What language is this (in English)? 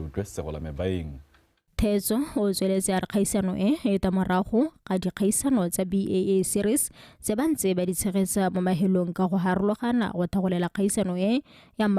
Tswana